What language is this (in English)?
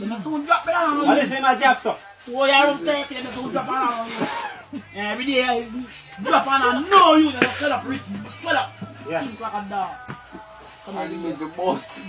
Jamaican Creole English